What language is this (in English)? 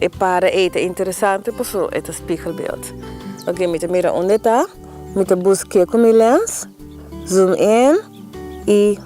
Papiamento